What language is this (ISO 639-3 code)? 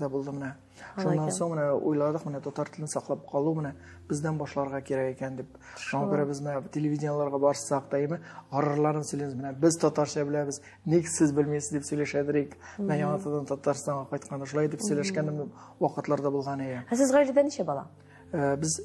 tat